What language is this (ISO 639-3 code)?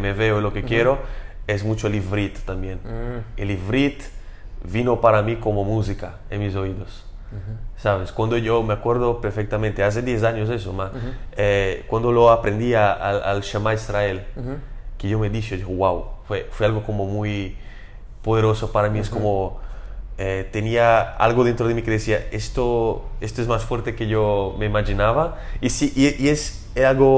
lad